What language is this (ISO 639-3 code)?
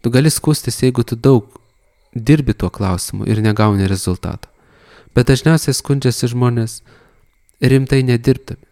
lit